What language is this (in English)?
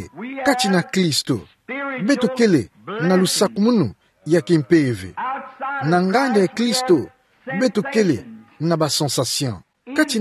Kituba (Democratic Republic of Congo)